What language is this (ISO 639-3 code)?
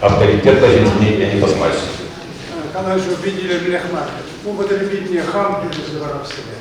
chv